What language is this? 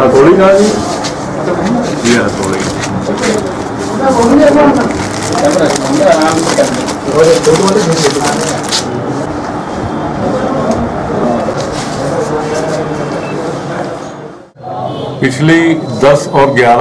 Hindi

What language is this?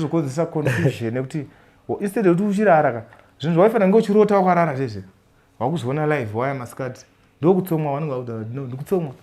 Shona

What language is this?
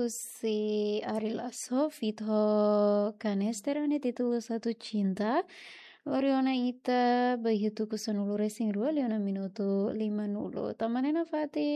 Tetum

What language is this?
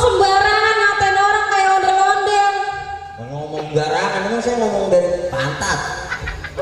Betawi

